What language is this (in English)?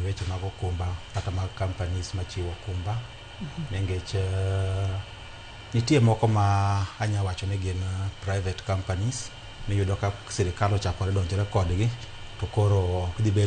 Luo (Kenya and Tanzania)